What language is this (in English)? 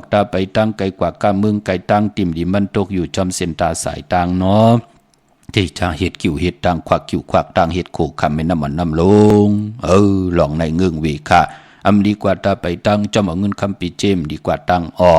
Shan